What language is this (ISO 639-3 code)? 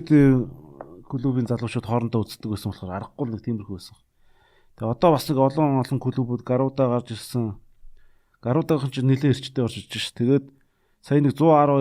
mon